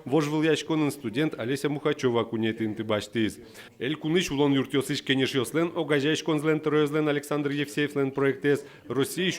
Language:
Udmurt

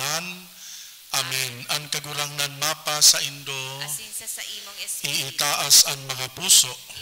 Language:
Bikol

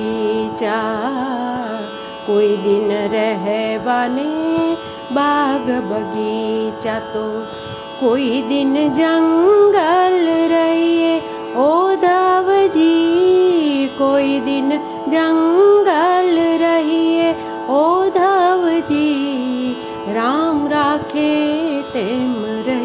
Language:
Gujarati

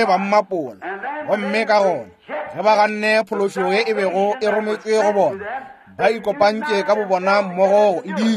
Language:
Northern Sotho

